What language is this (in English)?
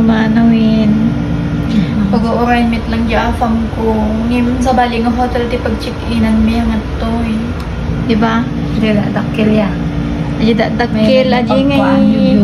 Iloko